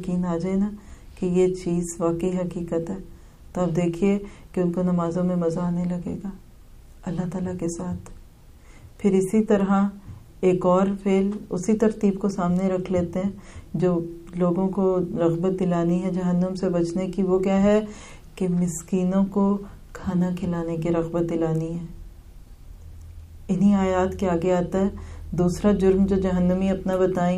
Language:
Urdu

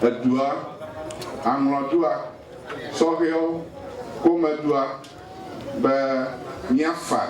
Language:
Ewe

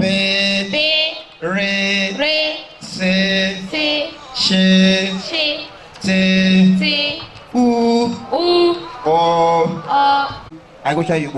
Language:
Igbo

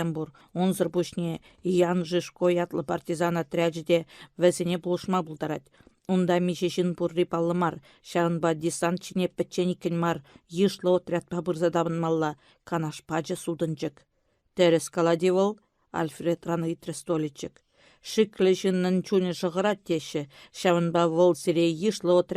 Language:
Chuvash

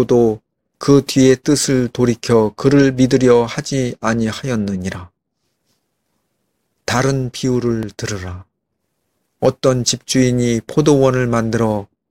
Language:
Korean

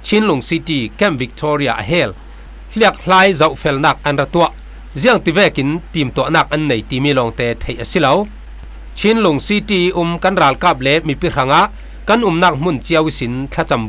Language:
Falam Chin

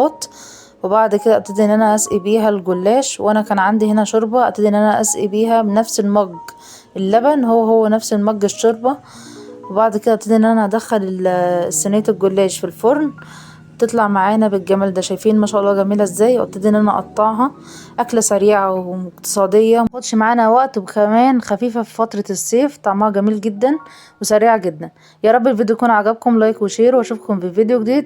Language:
Egyptian Arabic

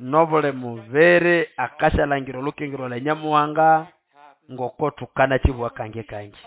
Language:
Nande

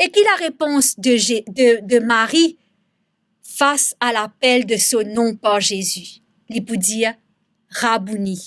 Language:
Morisyen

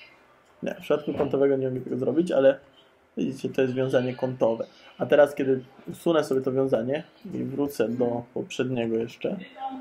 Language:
Polish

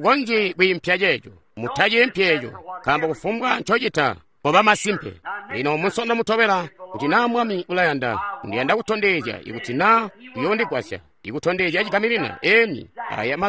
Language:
Tonga (Zambia)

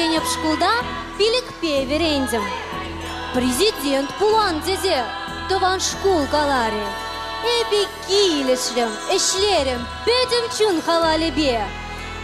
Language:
Chuvash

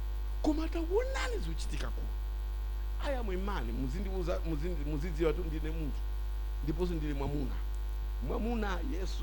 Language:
Nyanja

